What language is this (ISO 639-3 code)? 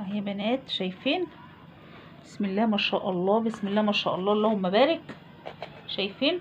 arz